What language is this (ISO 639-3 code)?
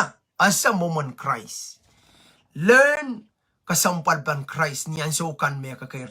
pon